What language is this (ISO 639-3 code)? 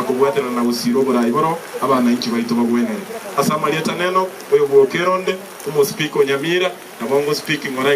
guz